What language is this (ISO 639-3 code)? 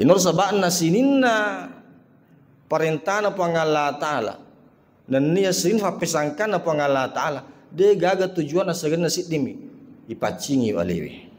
bug